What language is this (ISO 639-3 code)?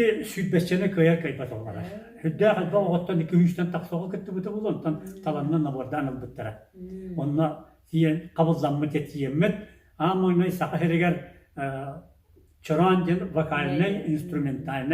sah